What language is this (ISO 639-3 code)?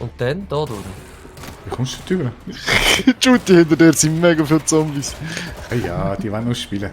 gsw